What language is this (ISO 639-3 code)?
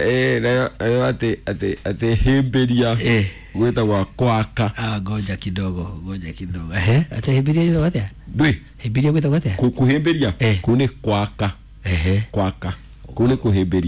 kik